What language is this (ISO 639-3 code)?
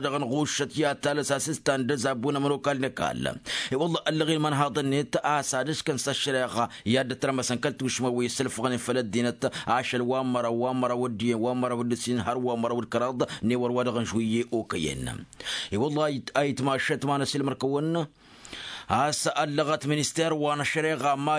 taq